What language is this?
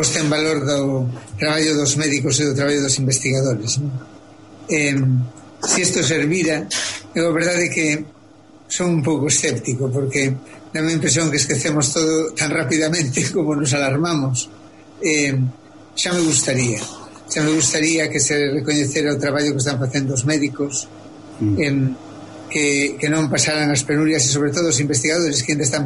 Galician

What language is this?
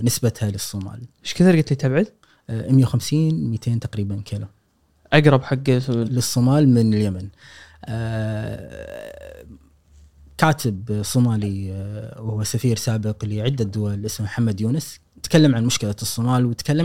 Gulf Arabic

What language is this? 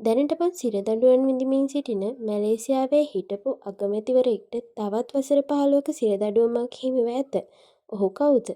Sinhala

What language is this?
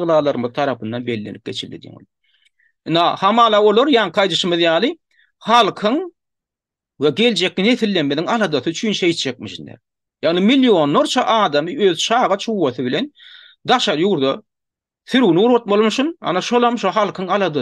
Turkmen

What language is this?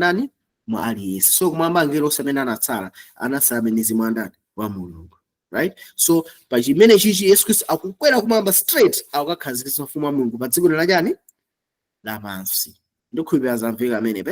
Nyanja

